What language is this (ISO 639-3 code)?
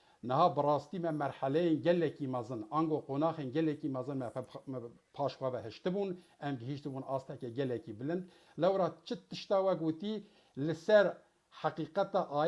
kur